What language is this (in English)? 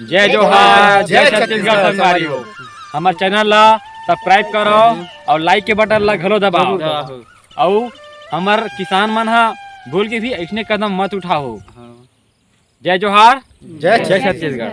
Chhattisgarhi